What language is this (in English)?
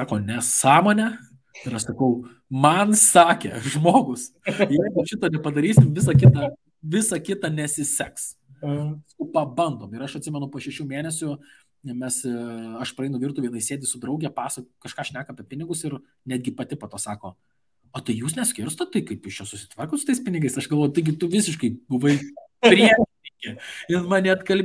Lithuanian